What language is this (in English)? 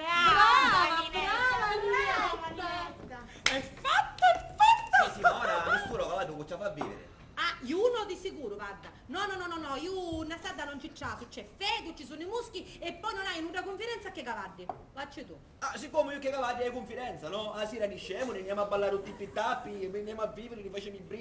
Sicilian